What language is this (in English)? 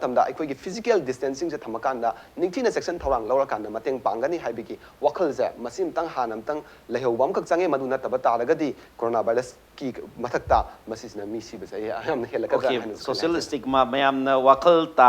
Manipuri